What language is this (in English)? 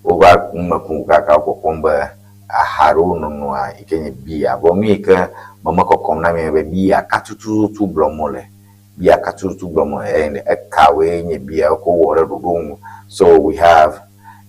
Ewe